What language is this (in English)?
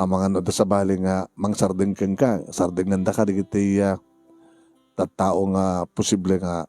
Iloko